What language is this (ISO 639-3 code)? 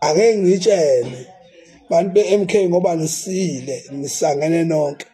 zul